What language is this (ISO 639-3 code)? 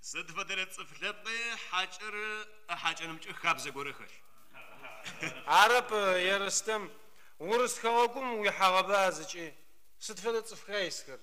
ady